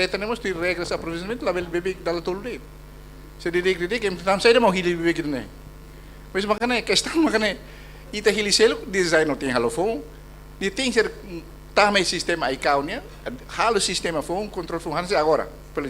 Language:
Tetum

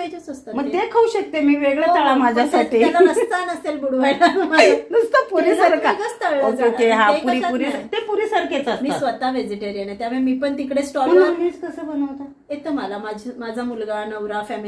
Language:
Marathi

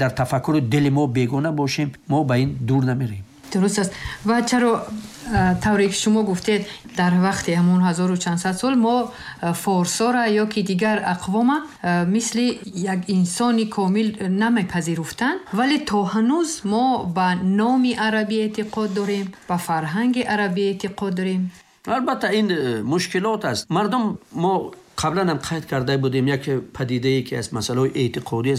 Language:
Tajik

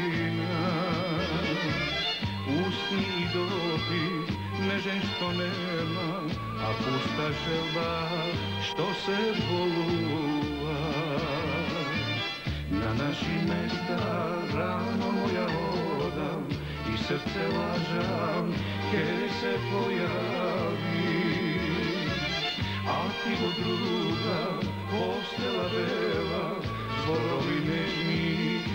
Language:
Macedonian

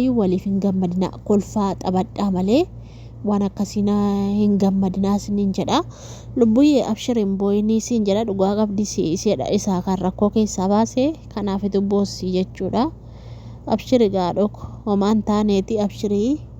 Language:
Oromo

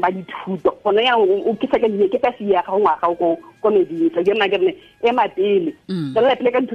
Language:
Tswana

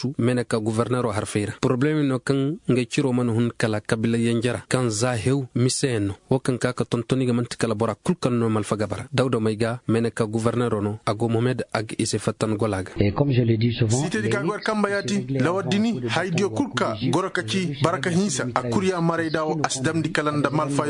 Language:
Koyraboro Senni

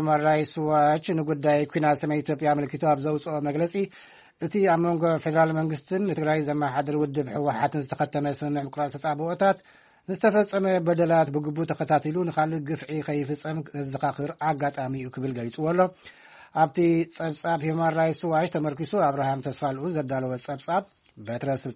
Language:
Tigrinya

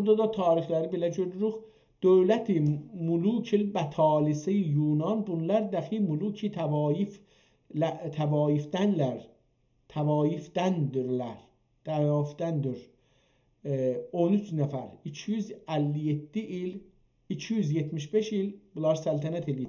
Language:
South Azerbaijani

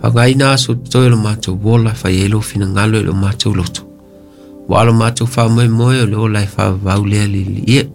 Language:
Samoan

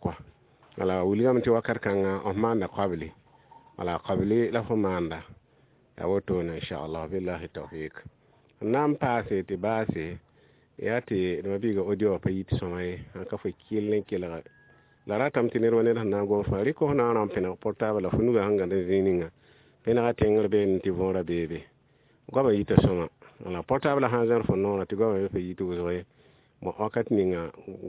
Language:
Mossi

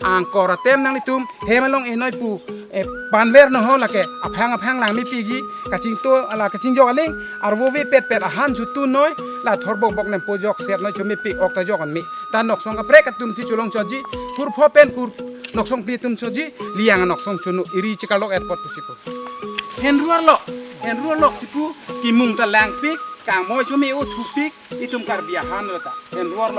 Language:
Karbi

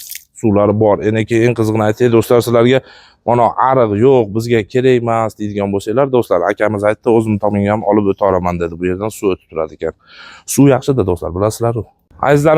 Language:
Uzbek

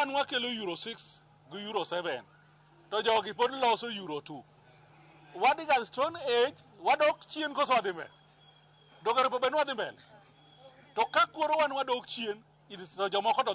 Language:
Luo (Kenya and Tanzania)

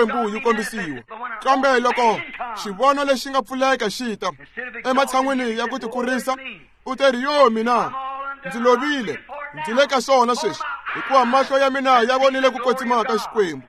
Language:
Tsonga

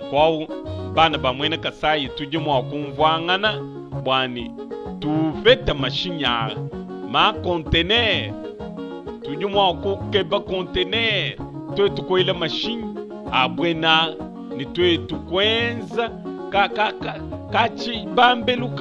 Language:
Luba-Lulua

